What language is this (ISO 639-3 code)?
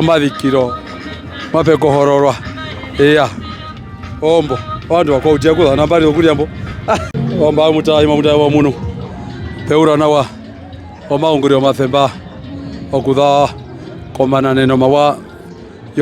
her